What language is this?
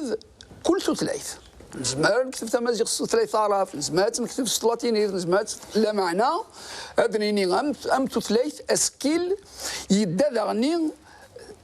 Kabyle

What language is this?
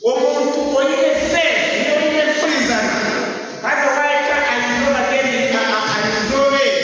Nyankole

